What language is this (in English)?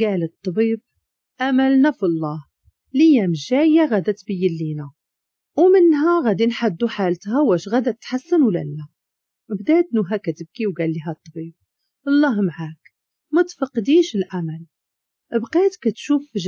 Moroccan Arabic